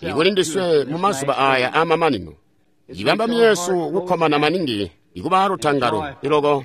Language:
Tonga (Zambia)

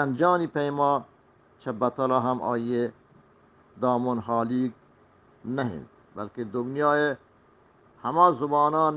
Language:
Eastern Balochi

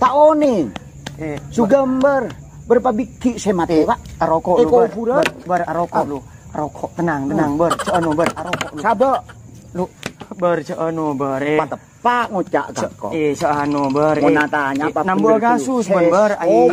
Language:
Madurese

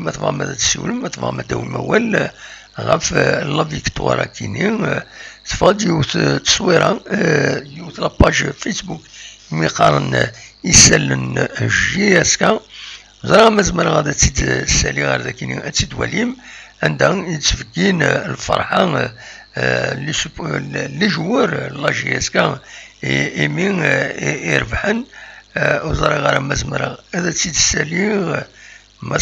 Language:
Kabyle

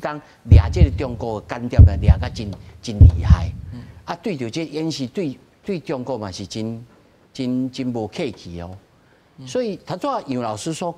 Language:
Min Nan Chinese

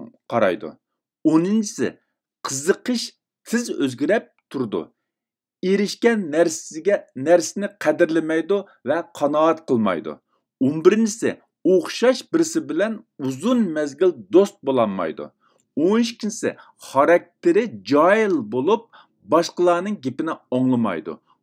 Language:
Uyghur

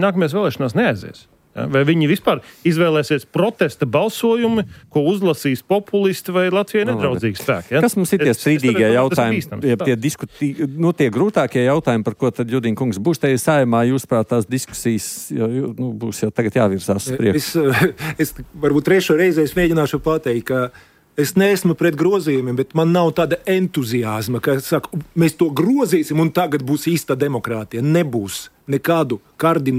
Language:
Latvian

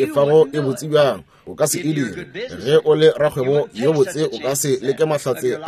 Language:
Northern Sotho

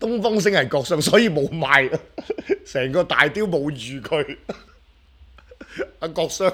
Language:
Cantonese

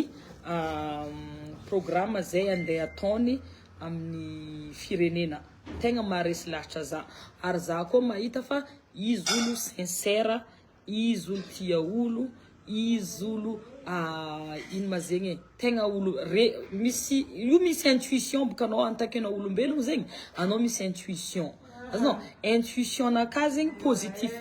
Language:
Malagasy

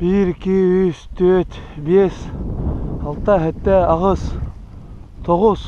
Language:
Yakut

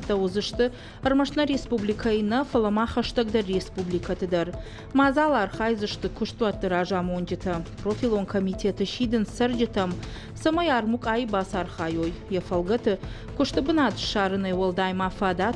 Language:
Ossetic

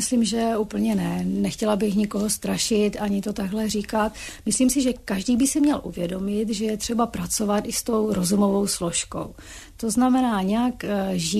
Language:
Czech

